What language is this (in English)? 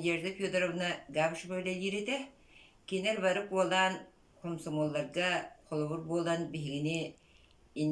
Yakut